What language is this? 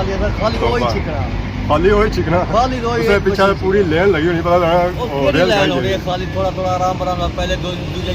Pahari-Potwari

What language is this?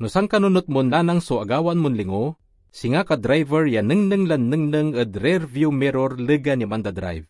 Pangasinan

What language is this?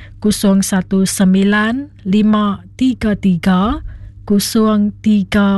Iban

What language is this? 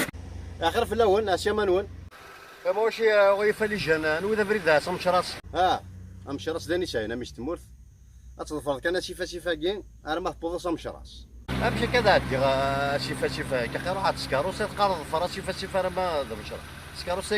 Kabyle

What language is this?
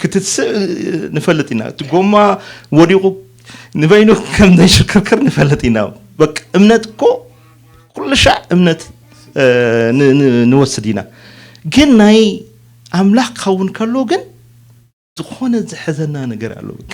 Tigrinya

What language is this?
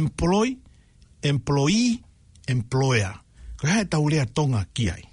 Tongan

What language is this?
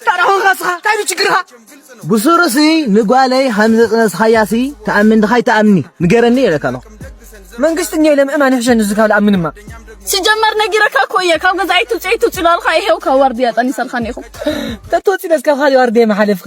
Tigrinya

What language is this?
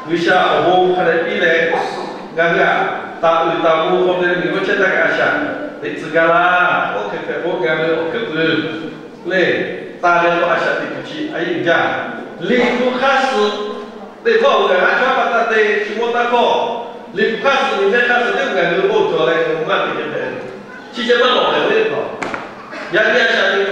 Lahu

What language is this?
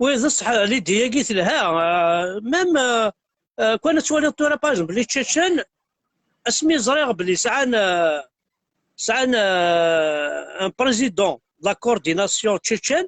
Kabyle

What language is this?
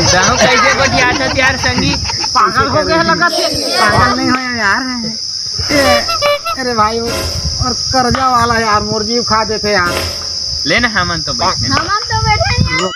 Chhattisgarhi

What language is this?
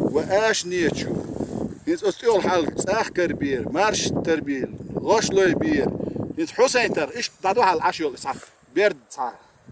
Chechen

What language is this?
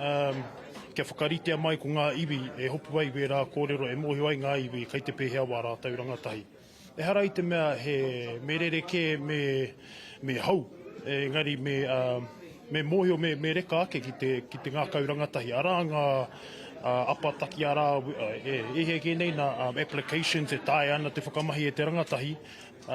Māori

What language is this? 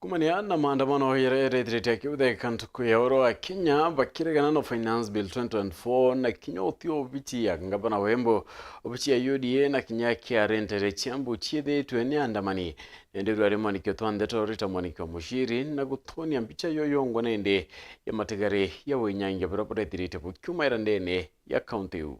Meru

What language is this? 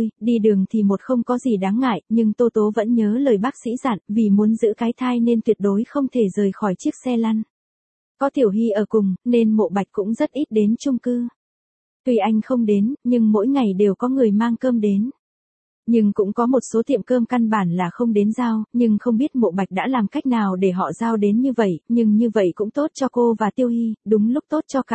Vietnamese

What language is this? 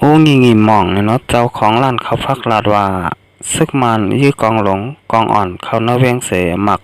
Shan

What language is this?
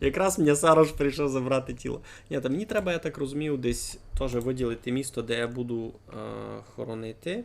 Rusyn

